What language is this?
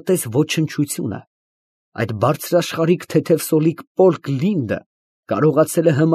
Armenian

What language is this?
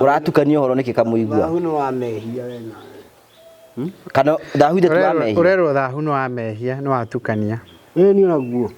Kikuyu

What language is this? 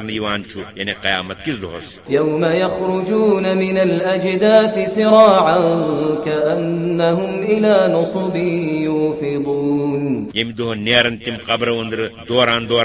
Kashmiri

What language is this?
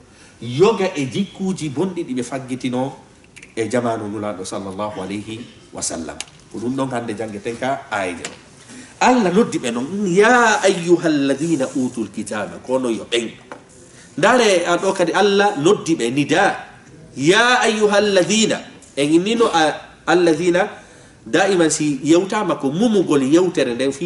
Fula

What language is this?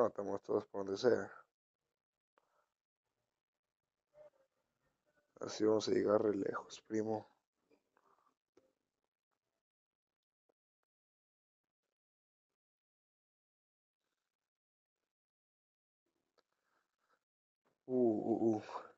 Spanish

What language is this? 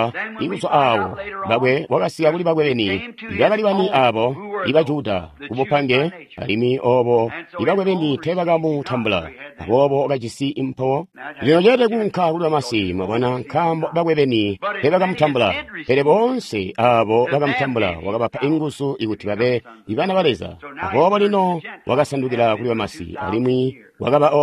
Tonga (Zambia)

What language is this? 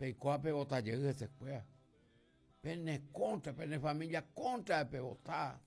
Guarani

